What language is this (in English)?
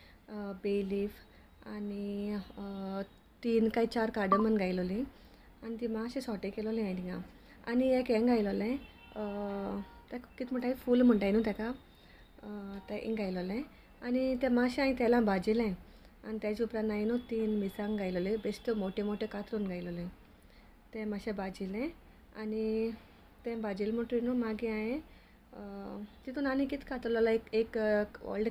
Konkani